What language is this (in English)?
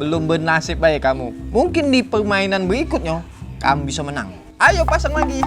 Musi